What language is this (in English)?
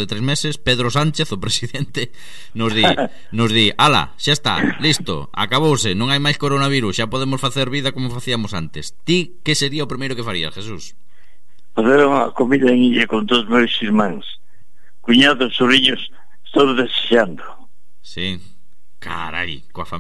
Galician